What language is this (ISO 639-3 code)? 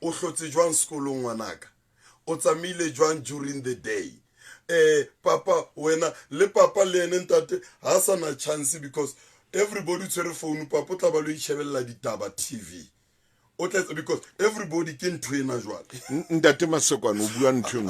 sot